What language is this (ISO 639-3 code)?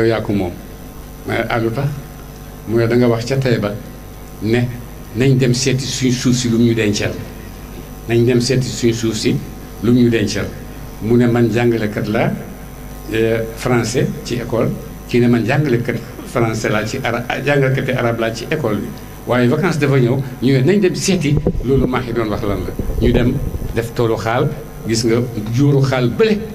wol